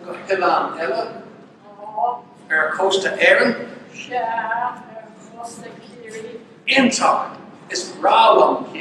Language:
Irish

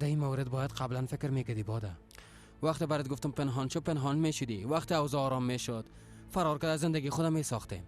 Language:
Persian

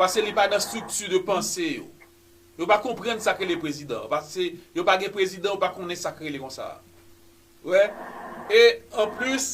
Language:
Haitian Creole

